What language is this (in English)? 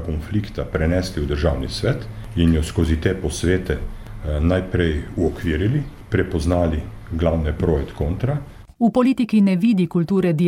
Slovenian